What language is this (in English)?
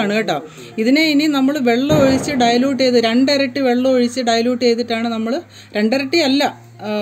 Malayalam